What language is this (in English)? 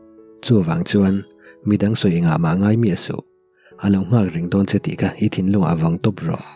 Mizo